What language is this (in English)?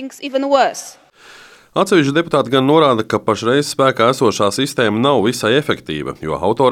Latvian